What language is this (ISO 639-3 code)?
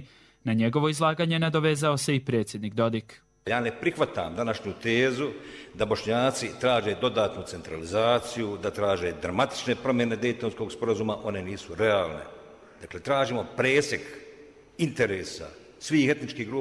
bos